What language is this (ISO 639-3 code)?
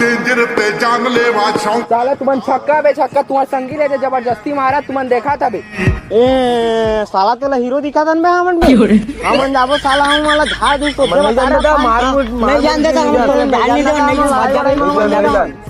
hne